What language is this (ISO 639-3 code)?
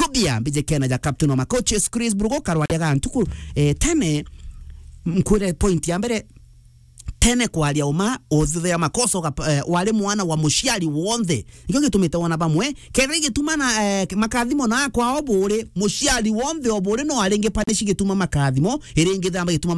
mer